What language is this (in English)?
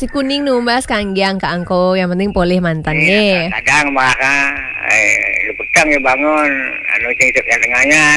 Balinese